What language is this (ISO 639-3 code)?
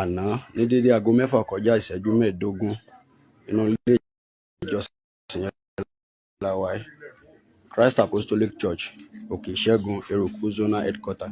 yor